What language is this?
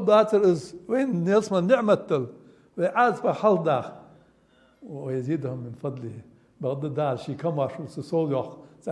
Ingush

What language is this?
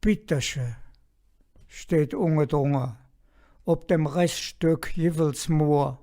Colognian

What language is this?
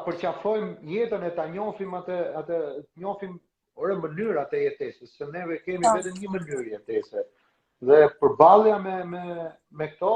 Albanian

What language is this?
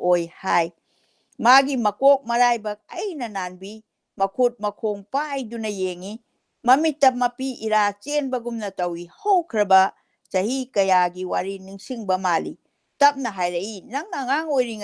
Manipuri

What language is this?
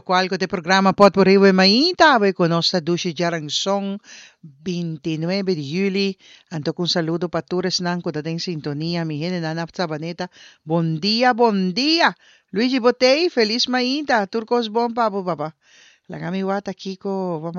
Papiamento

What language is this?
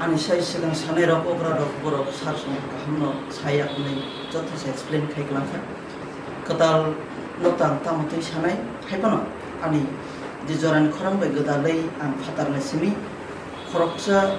Kok Borok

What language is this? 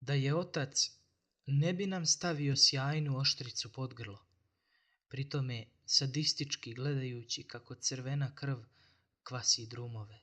Bosnian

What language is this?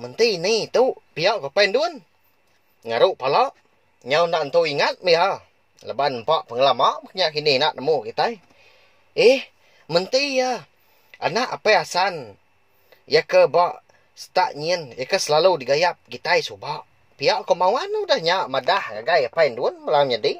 Iban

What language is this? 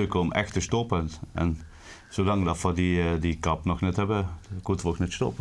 Limburgish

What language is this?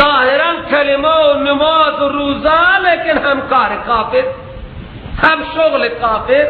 Persian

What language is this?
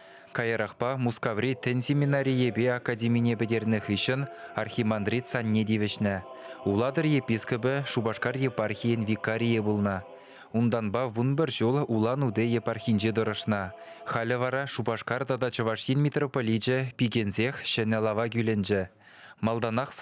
Chuvash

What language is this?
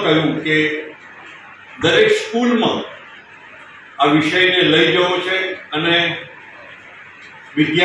Gujarati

